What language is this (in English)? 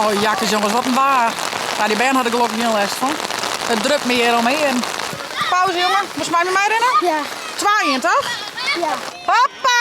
Western Frisian